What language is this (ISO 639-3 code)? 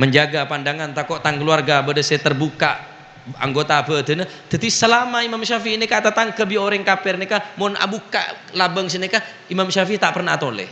mad